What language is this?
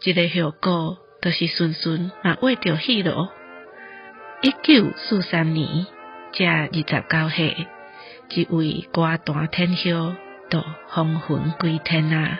Min Nan Chinese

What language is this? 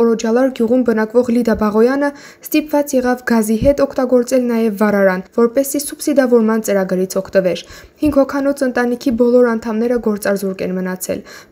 Armenian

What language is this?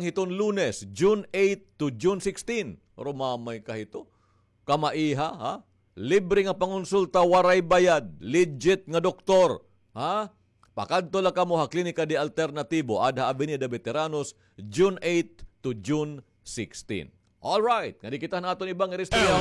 Waray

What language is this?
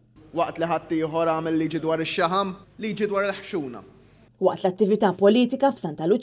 Maltese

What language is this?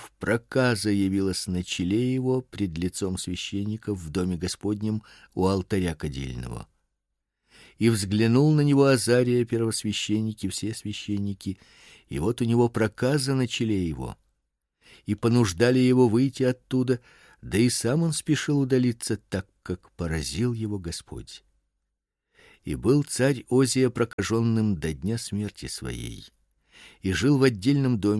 Russian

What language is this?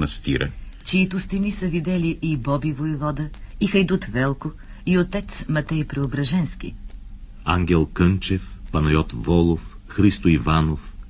Bulgarian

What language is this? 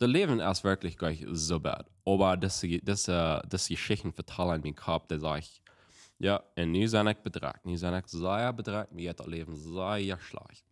Plautdietsch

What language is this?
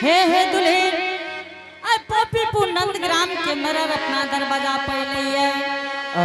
Angika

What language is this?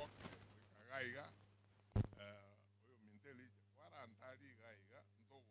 Gusii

